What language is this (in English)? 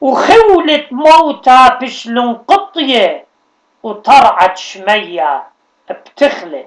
Assyrian Neo-Aramaic